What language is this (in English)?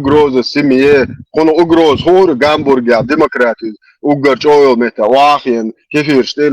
Chechen